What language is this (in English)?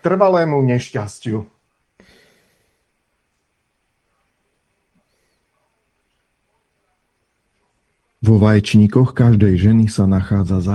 Slovak